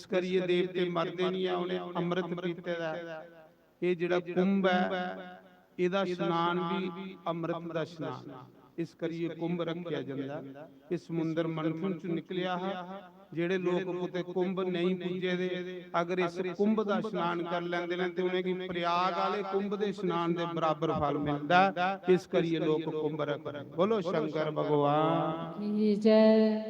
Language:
Dogri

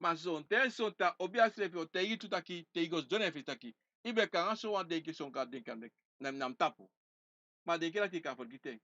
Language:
Sranan Tongo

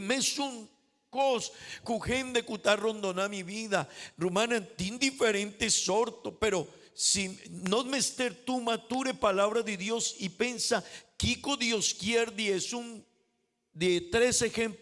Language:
Papiamento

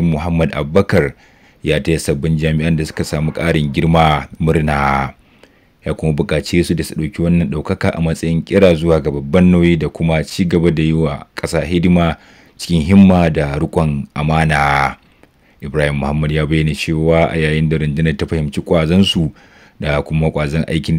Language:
Hausa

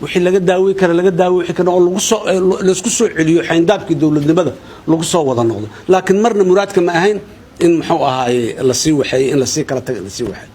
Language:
Somali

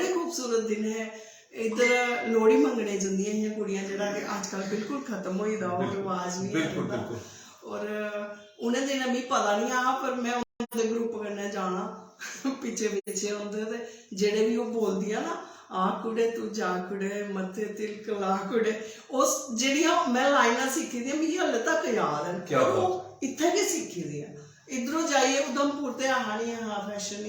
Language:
Dogri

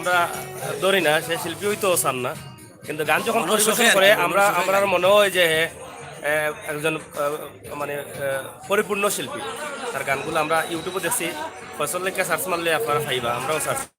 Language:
Sylheti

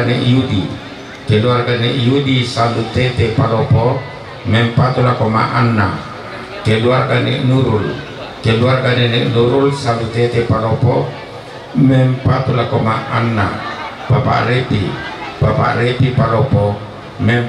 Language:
Toraja-Sa'dan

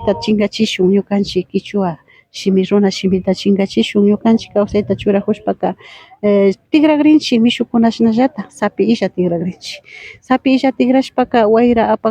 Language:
Imbabura Highland Quichua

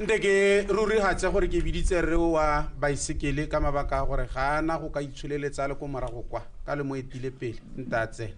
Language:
Tswana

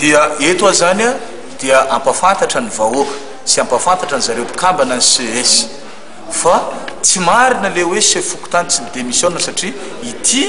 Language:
Malagasy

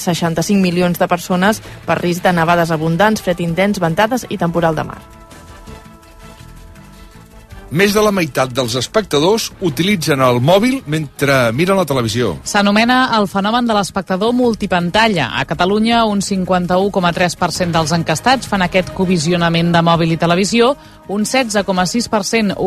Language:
Catalan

